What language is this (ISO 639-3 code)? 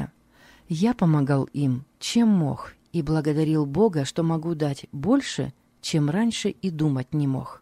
rus